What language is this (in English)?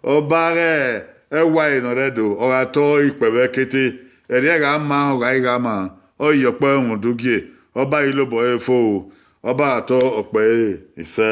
Bini